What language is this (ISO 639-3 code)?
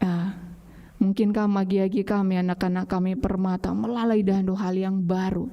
btx